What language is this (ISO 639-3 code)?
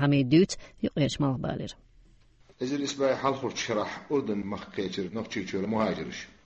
che